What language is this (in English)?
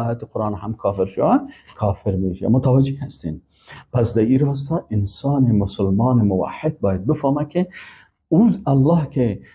Persian